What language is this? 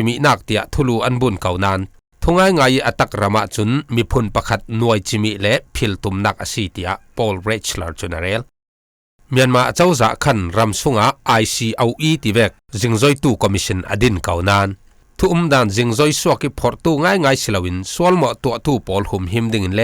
Falam Chin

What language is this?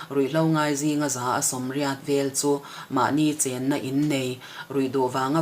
Mizo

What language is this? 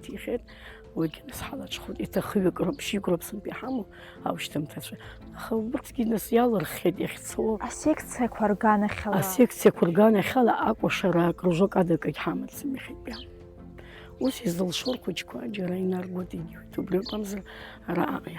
Abkhazian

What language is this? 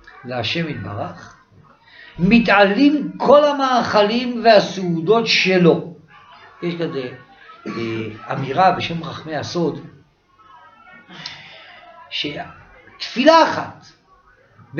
Hebrew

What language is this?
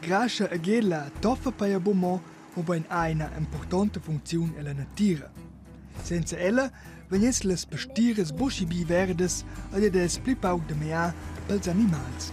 Romansh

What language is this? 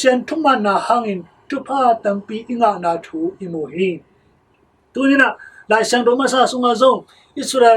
Tedim Chin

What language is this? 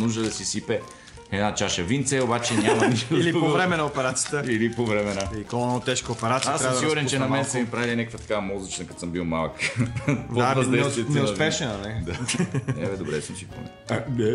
Bulgarian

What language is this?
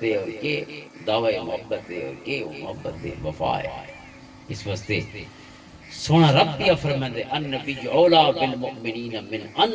Western Panjabi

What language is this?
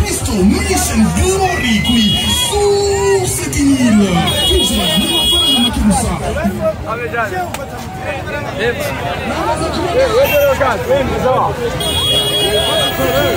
Kinyarwanda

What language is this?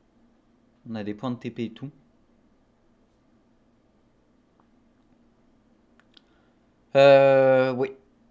French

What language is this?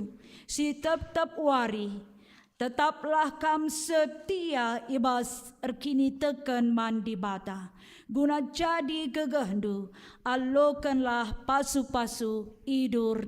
Batak Karo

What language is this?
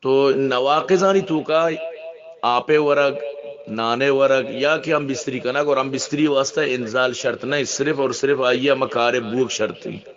Eastern Balochi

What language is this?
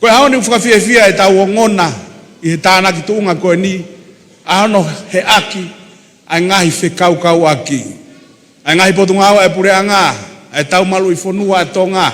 Tongan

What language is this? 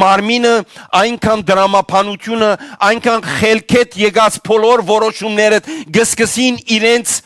Western Armenian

